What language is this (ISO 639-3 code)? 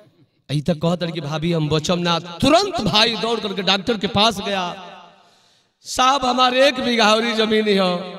bho